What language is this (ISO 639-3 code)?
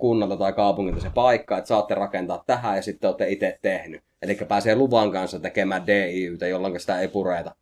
fin